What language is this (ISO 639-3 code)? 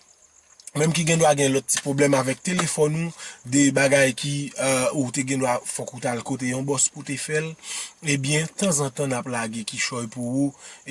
hat